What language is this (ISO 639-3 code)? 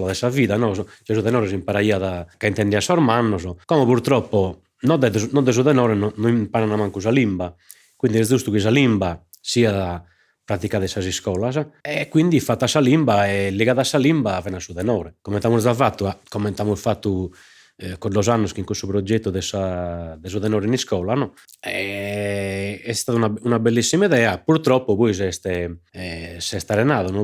srd